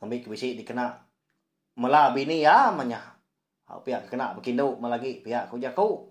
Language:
Iban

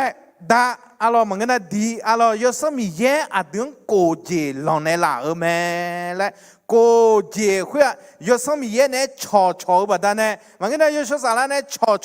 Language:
Akha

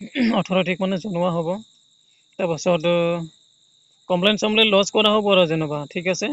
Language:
Assamese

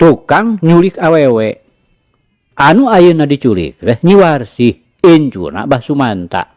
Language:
Sundanese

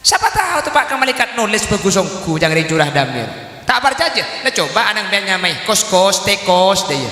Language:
Madurese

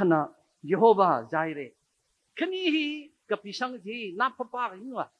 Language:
Tangkhul Naga (India)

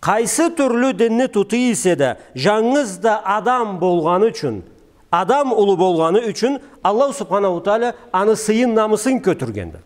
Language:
Karachay-Balkar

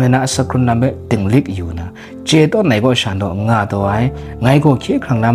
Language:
Kachin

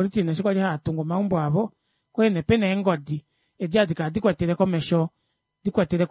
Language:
Kuanyama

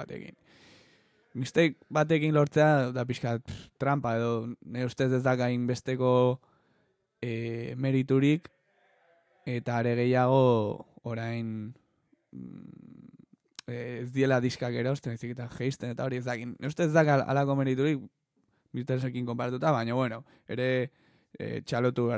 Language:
Basque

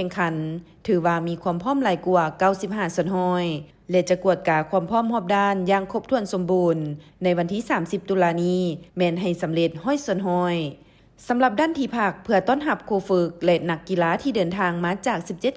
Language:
Lao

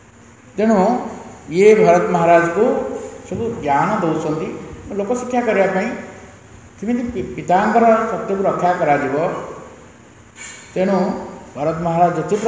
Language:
Odia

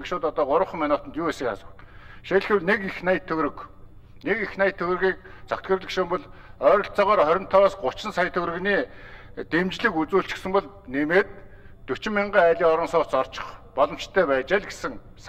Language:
Mongolian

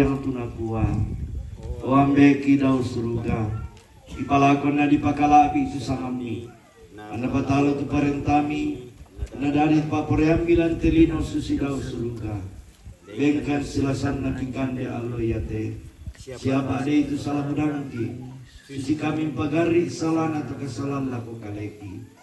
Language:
Toraja-Sa'dan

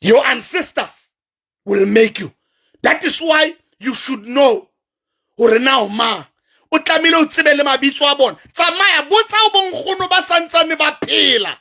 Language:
Southern Sotho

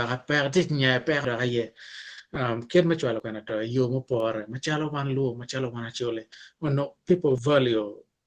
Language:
Acoli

